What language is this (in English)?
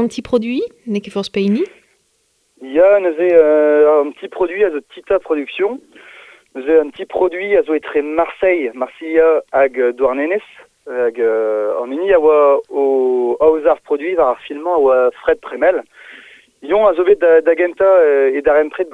Breton